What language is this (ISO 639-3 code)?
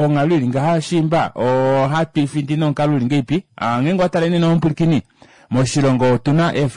kua